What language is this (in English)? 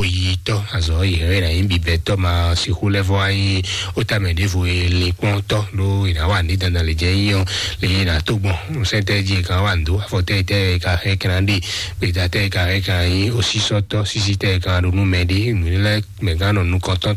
Fon